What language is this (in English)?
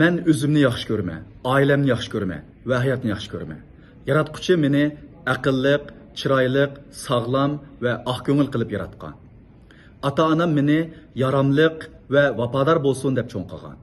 Uyghur